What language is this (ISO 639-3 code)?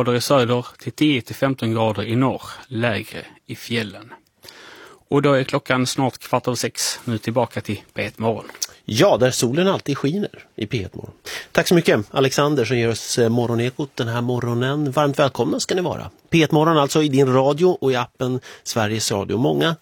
swe